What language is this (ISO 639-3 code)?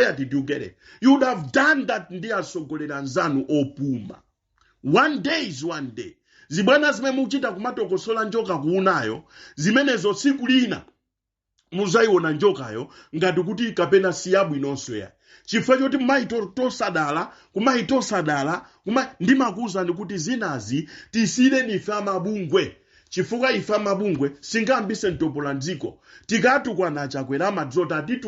nya